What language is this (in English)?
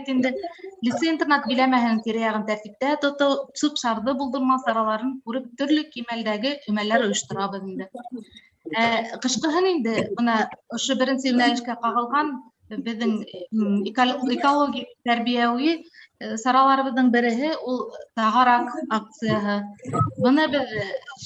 Bashkir